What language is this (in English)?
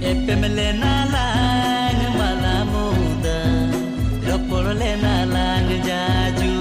Santali